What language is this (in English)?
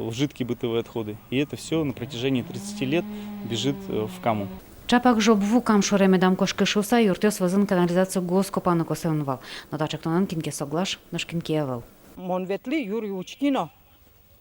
Udmurt